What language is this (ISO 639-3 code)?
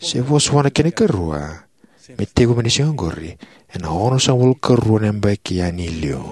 fij